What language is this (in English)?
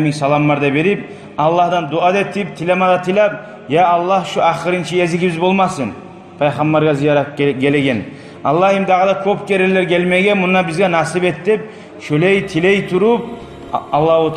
Kumyk